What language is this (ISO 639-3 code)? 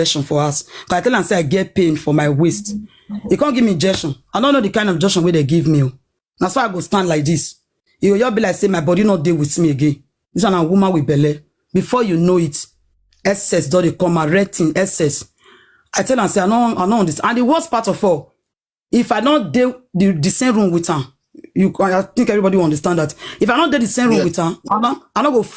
pcm